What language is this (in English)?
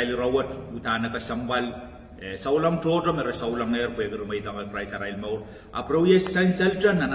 Pohnpeian